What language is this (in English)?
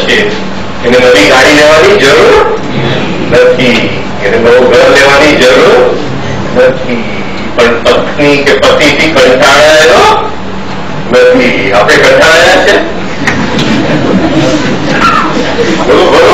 Gujarati